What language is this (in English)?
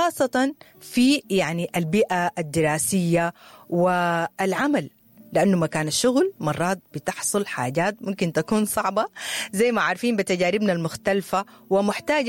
Sudanese Arabic